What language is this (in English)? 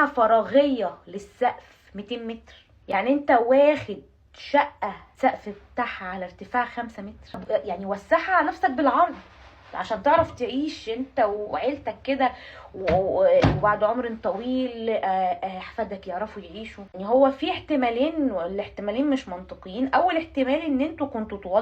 Egyptian Arabic